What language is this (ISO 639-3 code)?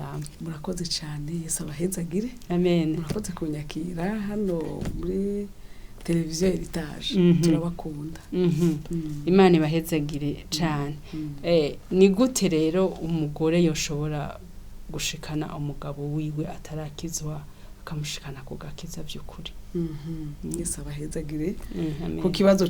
run